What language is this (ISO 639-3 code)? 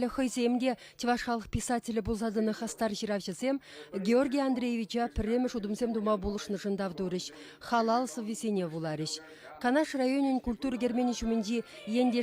chv